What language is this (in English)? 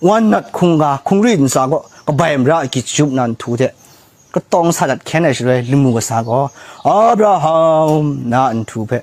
Kachin